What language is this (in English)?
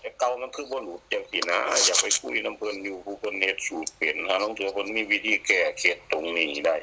Northeastern Thai